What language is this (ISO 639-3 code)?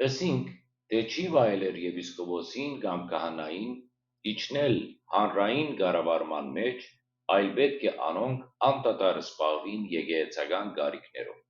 hyw